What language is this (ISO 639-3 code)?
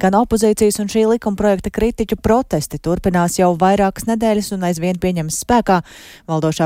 lav